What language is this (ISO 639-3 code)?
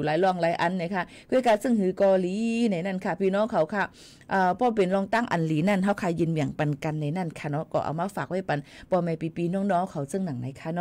shn